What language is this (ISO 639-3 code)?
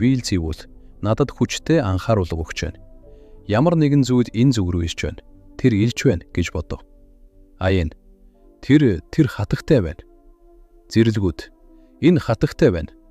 mon